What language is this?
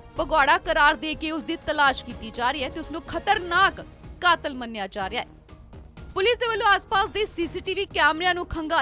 Punjabi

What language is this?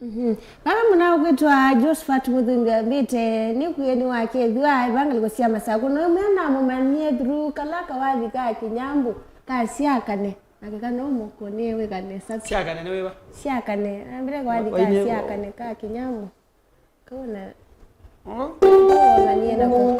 Kamba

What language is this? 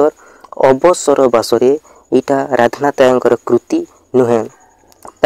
Odia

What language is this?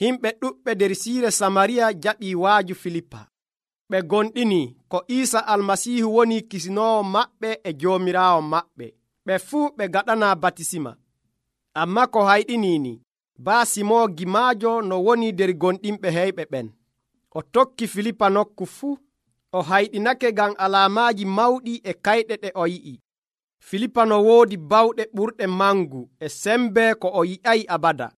Nigerian Fulfulde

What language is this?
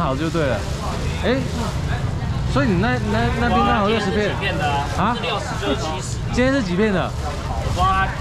Chinese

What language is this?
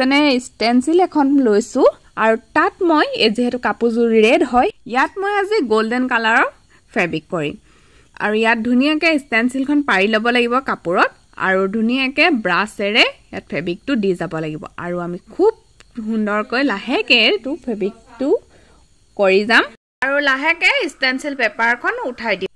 Assamese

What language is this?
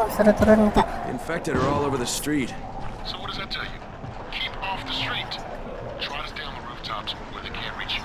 Banjar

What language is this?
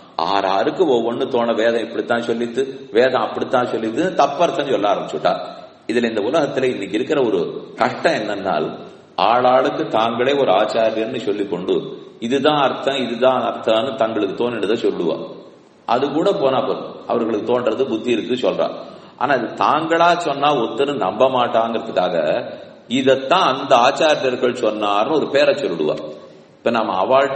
Tamil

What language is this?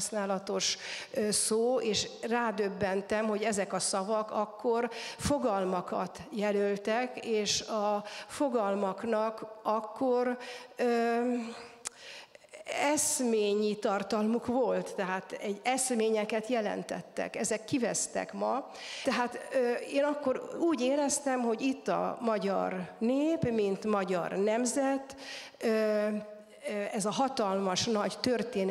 Hungarian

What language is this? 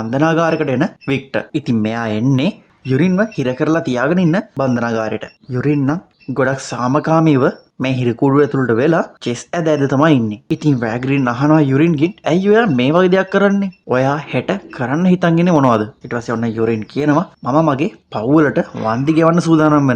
Sinhala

